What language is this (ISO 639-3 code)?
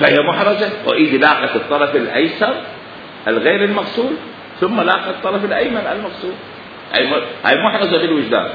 acm